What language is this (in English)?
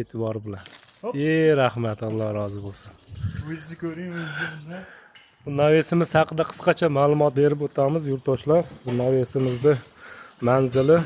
Uzbek